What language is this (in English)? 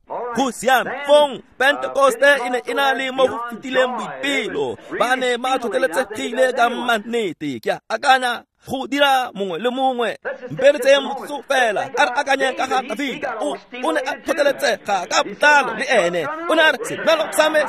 Tswana